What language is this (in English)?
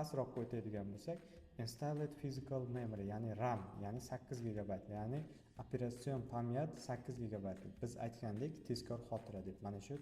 Uzbek